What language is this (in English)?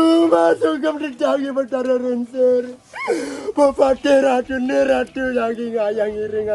Balinese